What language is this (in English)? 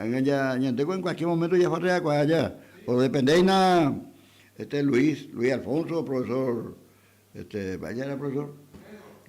Guarani